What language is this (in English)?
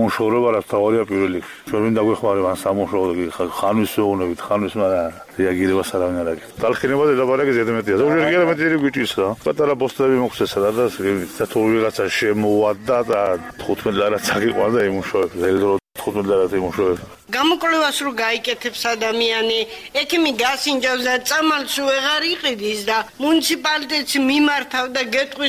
Georgian